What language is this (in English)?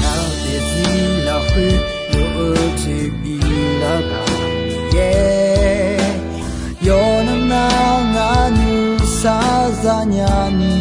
Akha